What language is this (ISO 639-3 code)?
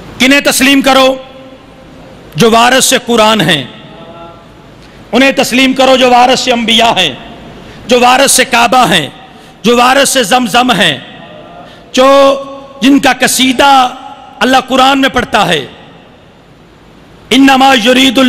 urd